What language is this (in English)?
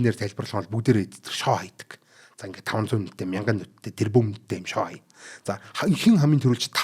Mongolian